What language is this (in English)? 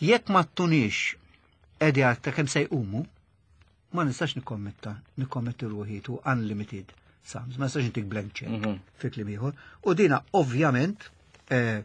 Maltese